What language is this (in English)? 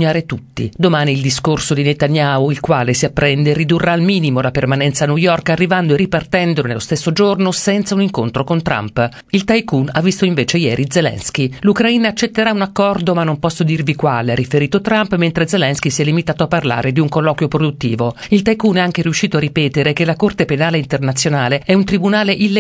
Italian